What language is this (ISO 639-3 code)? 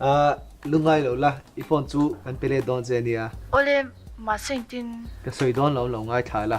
lus